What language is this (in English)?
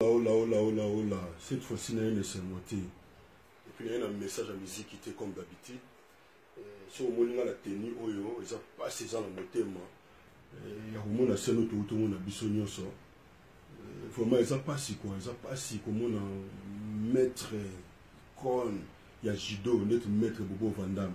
Lingala